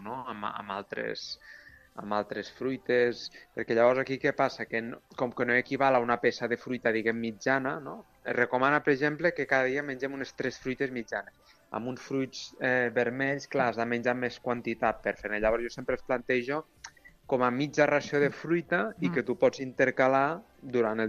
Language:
Catalan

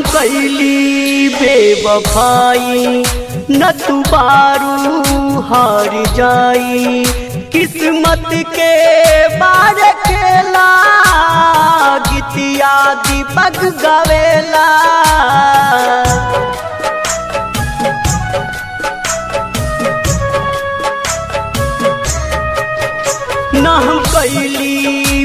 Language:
Bhojpuri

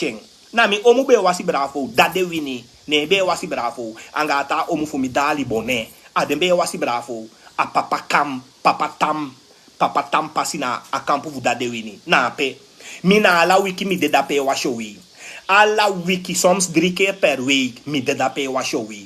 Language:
Sranan Tongo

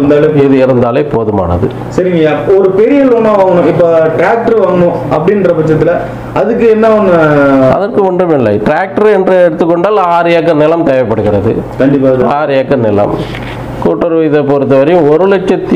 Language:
Tamil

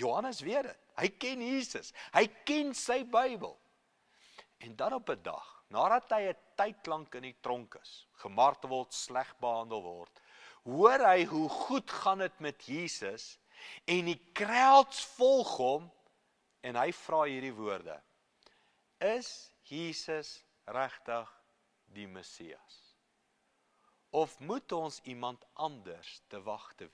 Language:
Afrikaans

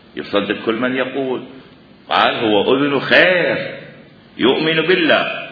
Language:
Mesopotamian Arabic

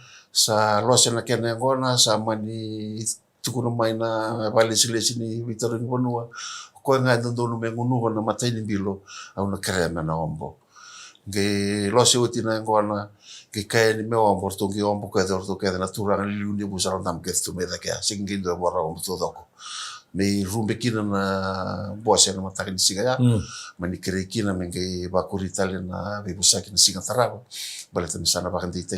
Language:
Fijian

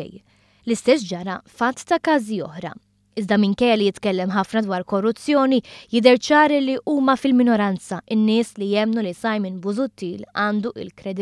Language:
Maltese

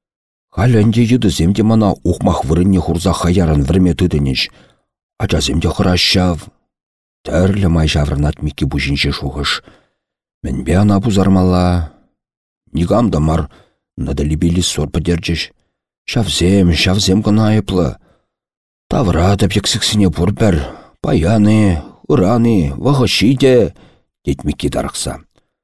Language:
Chuvash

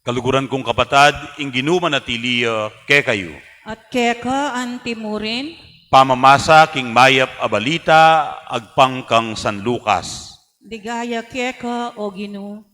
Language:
Pampanga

